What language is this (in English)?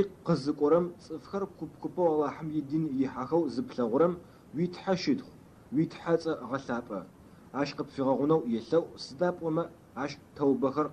Adyghe